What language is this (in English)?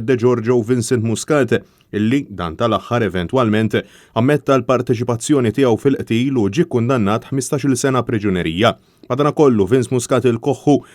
Maltese